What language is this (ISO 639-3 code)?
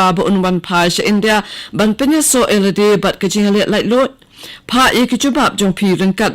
kha